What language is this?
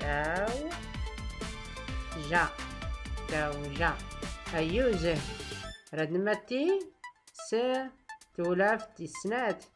Tachelhit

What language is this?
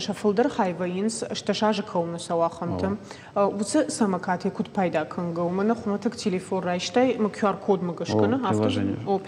Ossetic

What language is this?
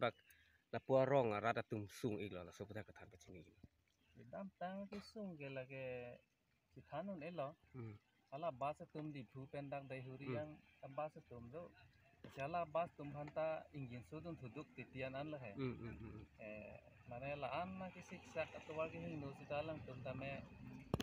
Karbi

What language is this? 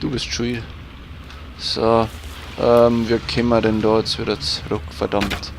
Bavarian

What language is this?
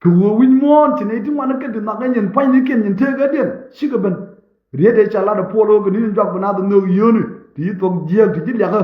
Nuer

